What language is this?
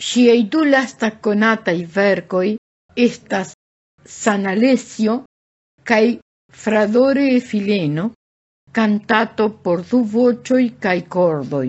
Esperanto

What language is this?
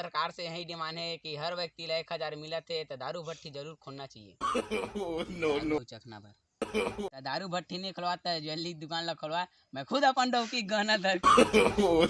Chhattisgarhi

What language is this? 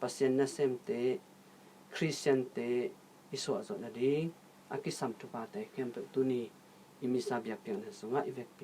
Tedim Chin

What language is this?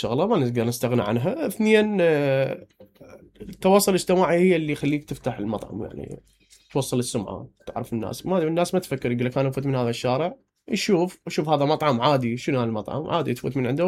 Mesopotamian Arabic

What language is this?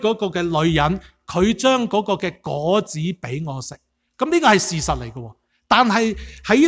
Cantonese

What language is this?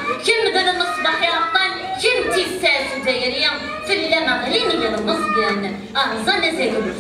Kabyle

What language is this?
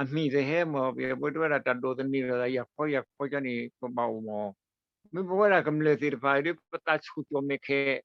S'gaw Karen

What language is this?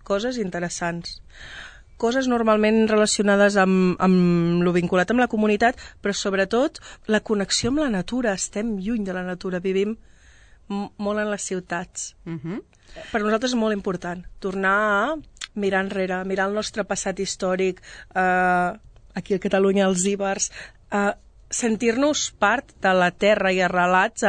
Catalan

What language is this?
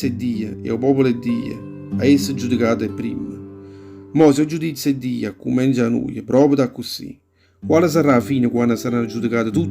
Neapolitan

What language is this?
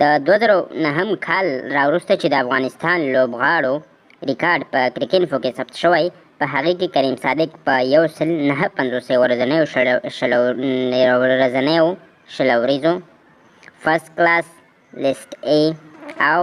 Pashto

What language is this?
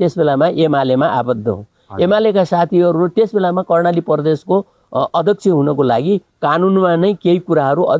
Nepali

